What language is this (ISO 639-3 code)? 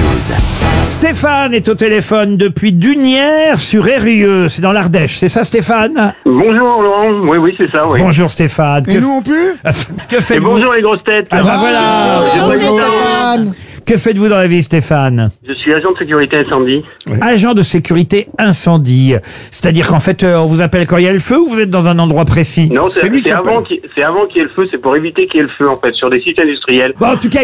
fra